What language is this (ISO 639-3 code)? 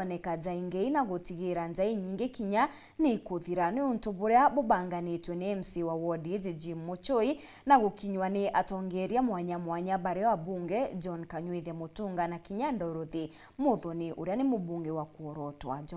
mer